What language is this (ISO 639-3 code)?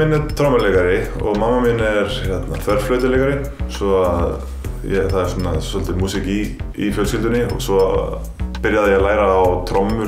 isl